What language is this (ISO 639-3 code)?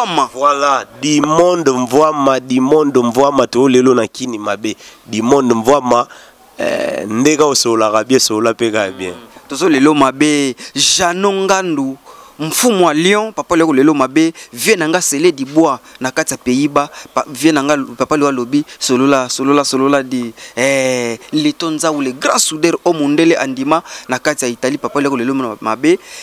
lin